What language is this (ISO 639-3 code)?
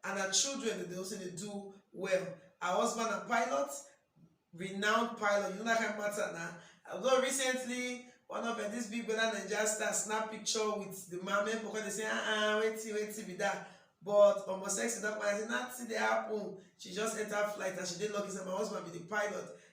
pcm